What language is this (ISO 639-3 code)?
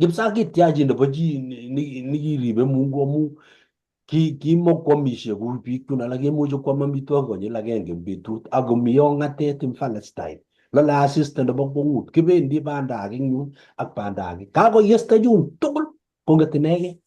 kln